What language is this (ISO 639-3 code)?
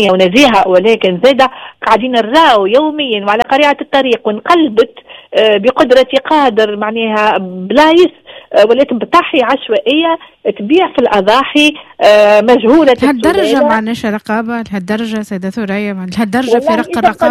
aeb